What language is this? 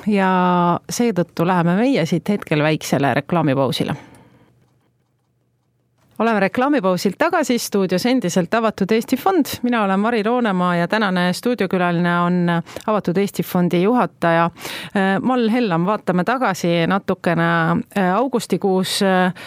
Estonian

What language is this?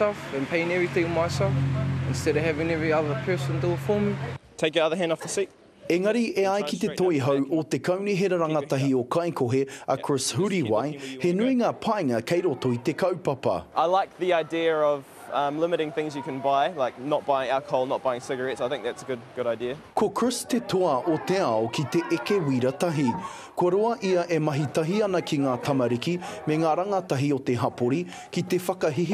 Māori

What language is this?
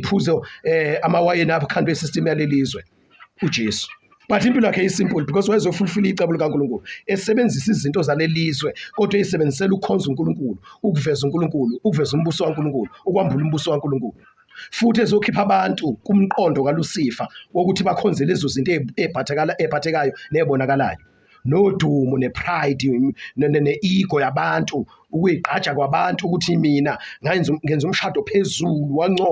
Zulu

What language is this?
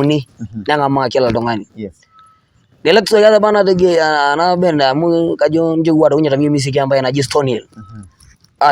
Masai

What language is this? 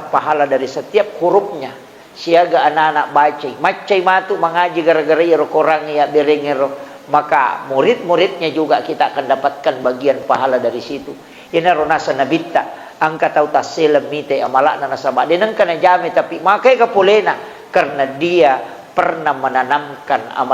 Buginese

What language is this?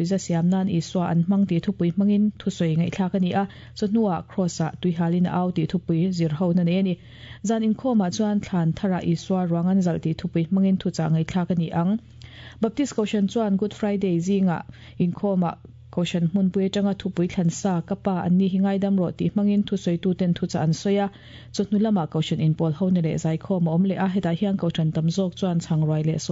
Mizo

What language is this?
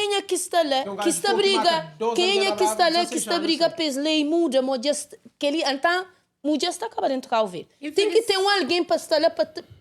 Kabuverdianu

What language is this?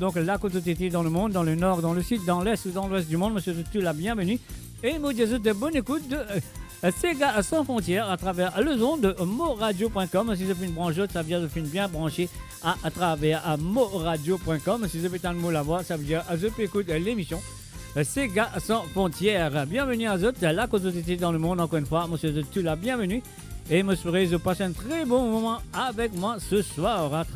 Morisyen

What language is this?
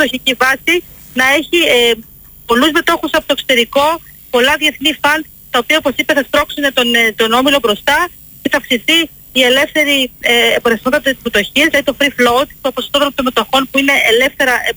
Greek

